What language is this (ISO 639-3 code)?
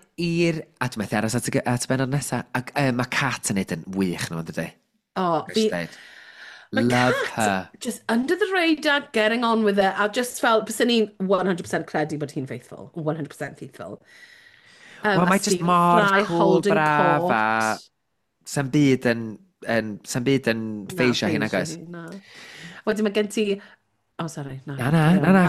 cym